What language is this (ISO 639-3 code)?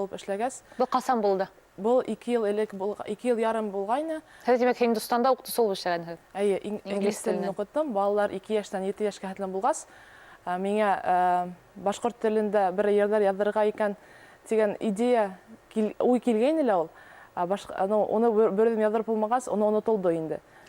bak